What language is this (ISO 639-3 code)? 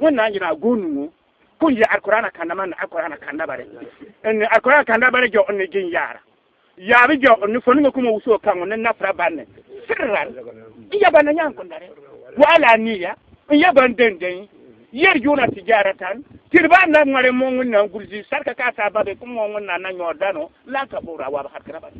bib